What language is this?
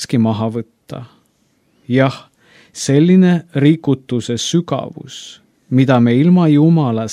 Estonian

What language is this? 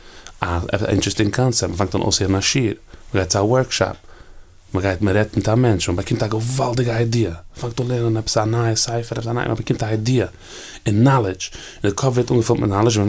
Yiddish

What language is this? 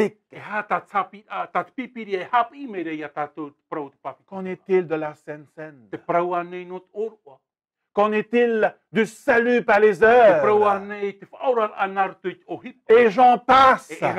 Tahitian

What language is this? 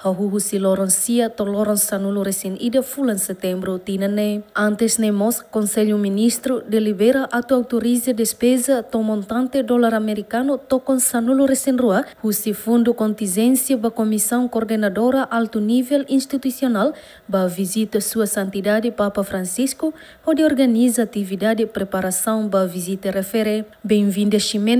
Tetum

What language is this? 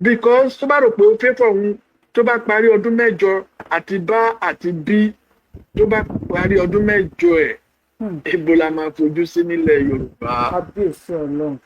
Yoruba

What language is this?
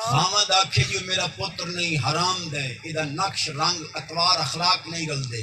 Saraiki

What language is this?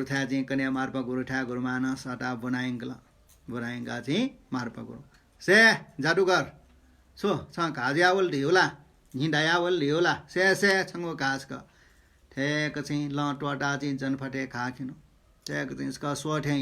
Newari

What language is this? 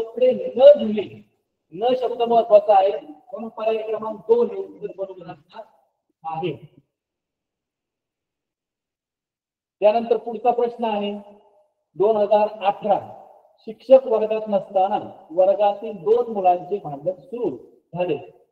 Marathi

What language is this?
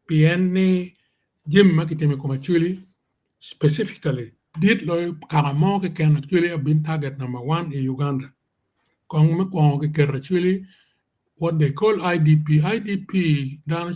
Acoli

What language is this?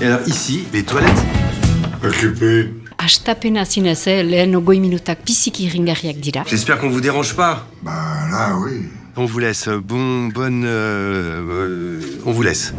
Basque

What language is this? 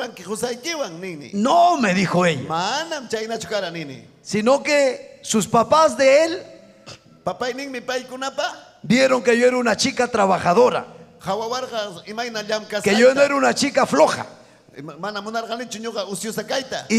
Ayacucho Quechua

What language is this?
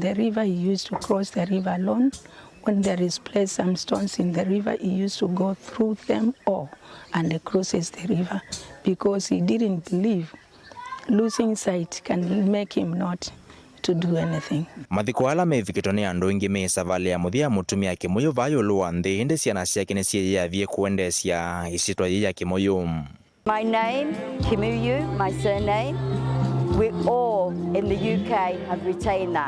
Kamba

